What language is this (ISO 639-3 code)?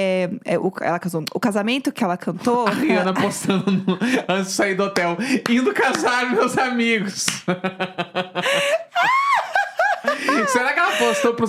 por